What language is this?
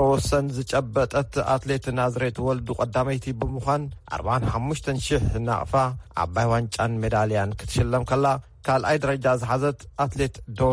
Tigrinya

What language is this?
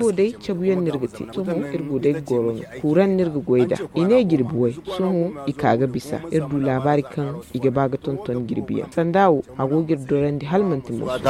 Zarma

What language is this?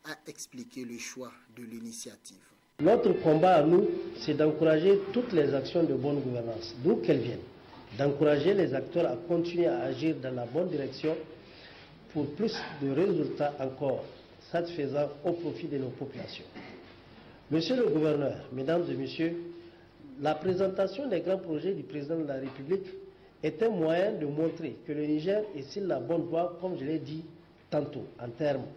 French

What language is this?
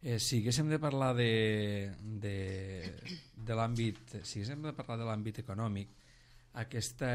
Catalan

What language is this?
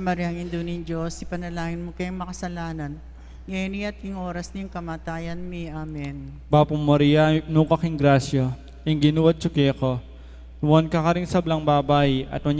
Pampanga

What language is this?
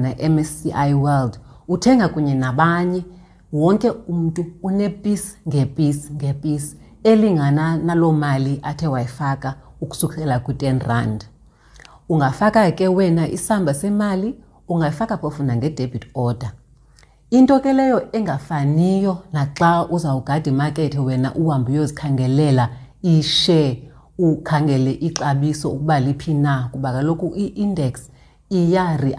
Xhosa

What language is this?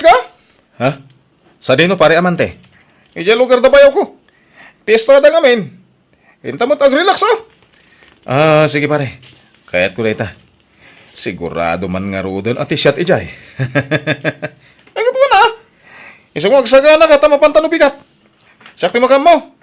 Iloko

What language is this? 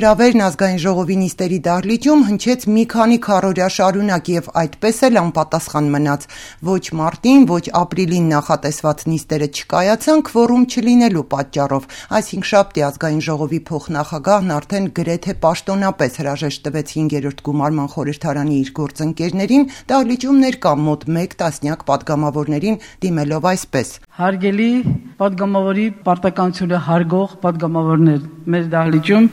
Armenian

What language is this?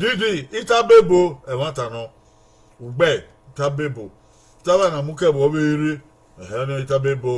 Bini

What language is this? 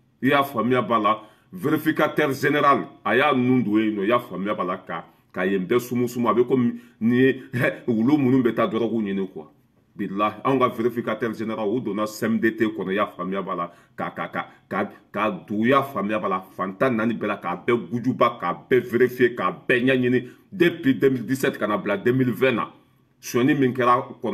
Bambara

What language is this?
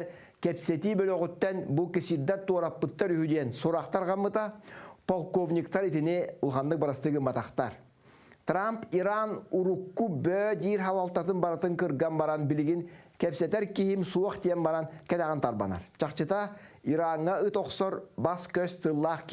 Yakut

